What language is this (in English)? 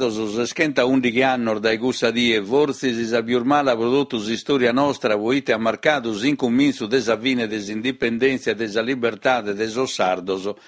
Sardinian